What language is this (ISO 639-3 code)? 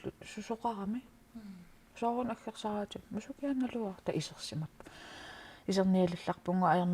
kal